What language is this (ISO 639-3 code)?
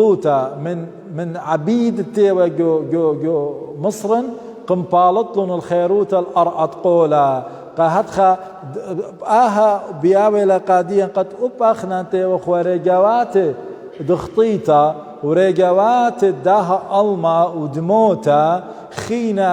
aii